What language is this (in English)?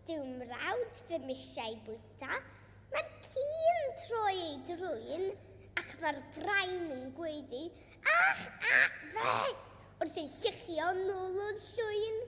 Welsh